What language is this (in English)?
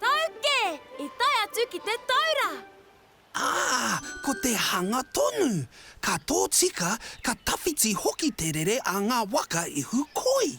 Māori